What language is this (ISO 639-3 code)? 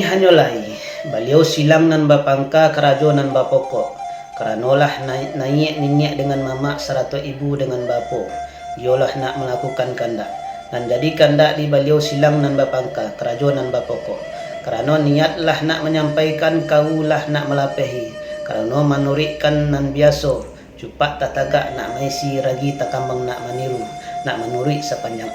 min